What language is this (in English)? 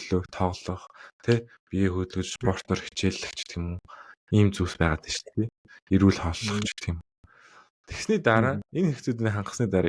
Mongolian